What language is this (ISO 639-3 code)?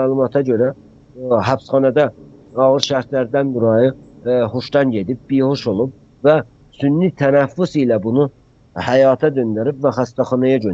azb